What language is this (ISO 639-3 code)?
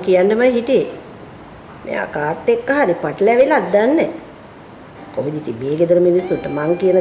sin